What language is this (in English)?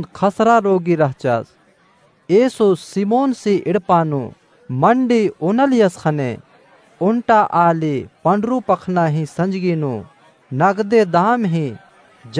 Kurukh